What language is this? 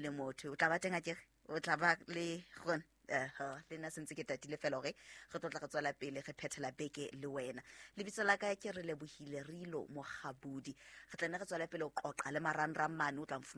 Southern Sotho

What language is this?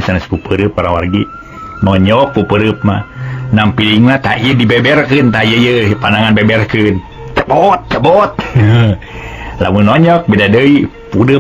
Sundanese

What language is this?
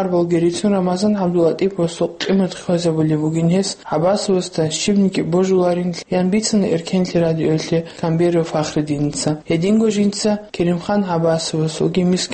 Avaric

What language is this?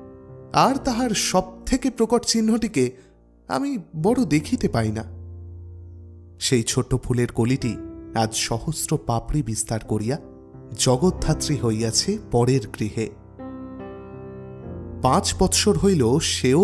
Bangla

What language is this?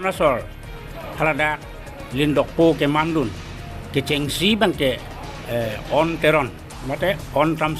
Karbi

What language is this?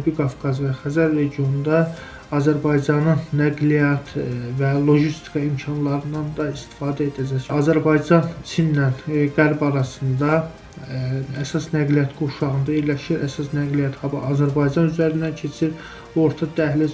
Azerbaijani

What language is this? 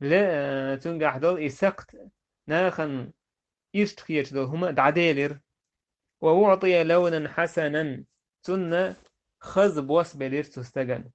Chechen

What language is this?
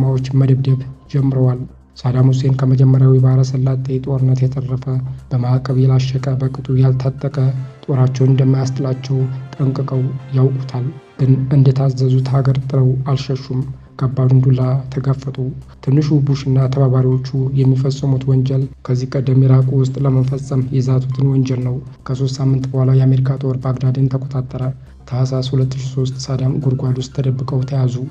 Amharic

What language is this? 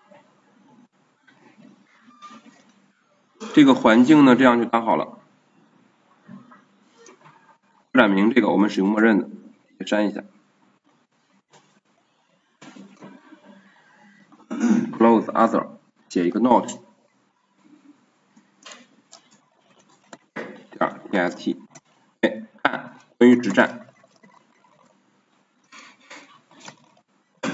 Chinese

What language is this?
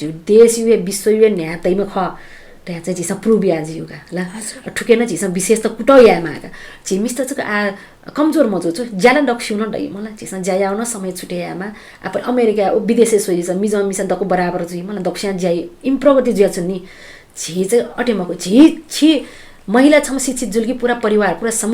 Newari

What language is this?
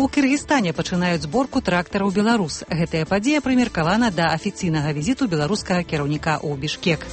Belarusian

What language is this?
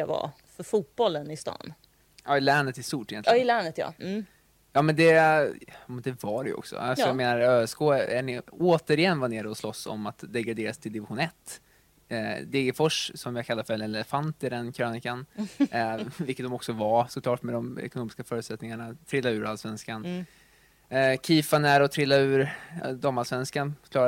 Swedish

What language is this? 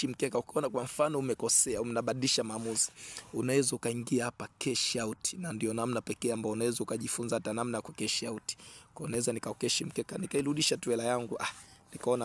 Swahili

